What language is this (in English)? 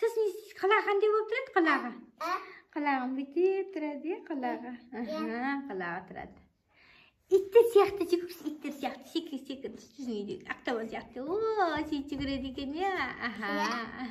Kazakh